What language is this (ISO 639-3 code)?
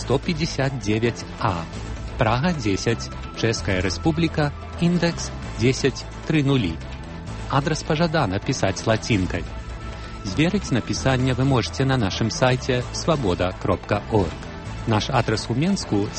bel